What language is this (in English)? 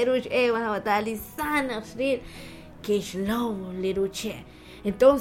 Kekchí